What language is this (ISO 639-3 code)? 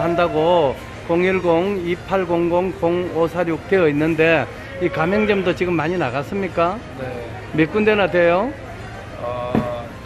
kor